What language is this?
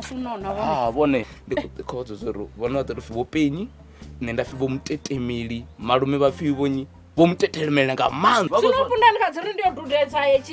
Venda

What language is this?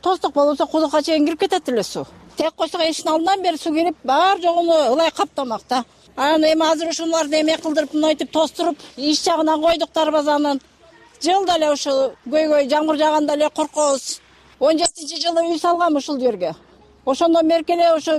Kyrgyz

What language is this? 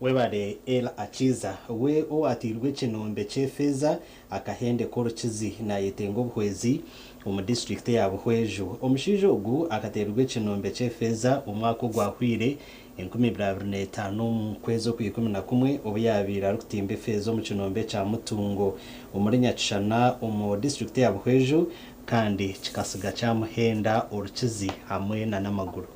Nyankole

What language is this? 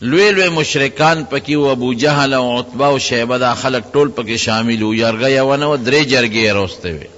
Pashto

